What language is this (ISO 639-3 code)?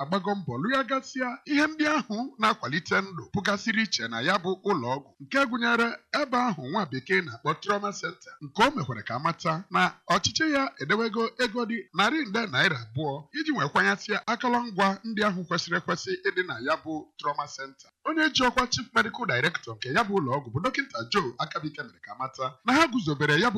ibo